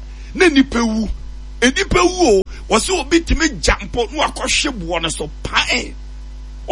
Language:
Akan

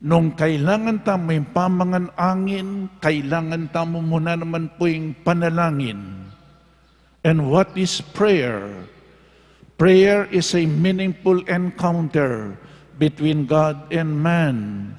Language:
Pampanga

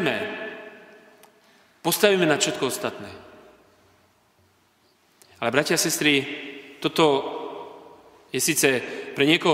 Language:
Slovak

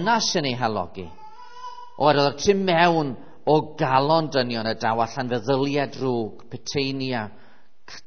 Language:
Welsh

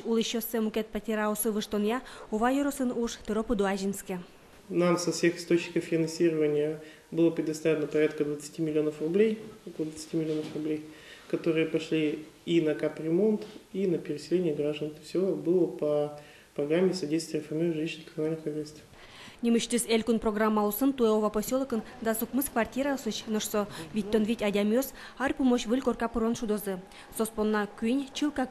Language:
Udmurt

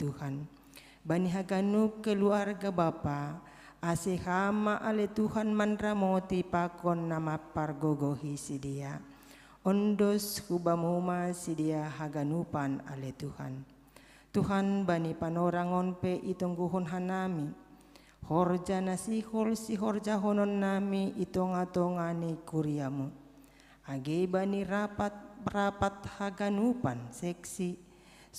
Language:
Batak Simalungun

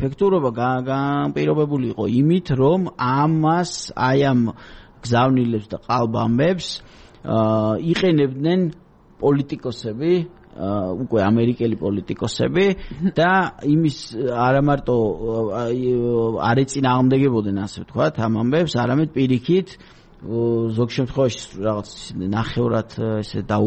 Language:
Georgian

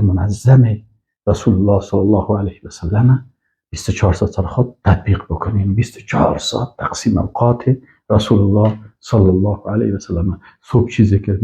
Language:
Persian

